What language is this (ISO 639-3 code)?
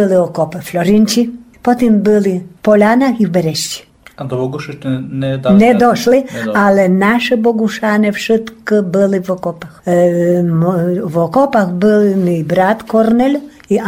rue